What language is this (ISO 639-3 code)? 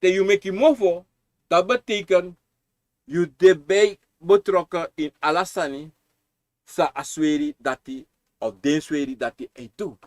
srn